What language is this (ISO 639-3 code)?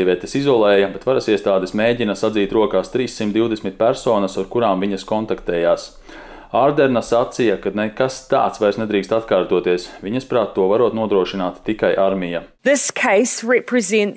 lav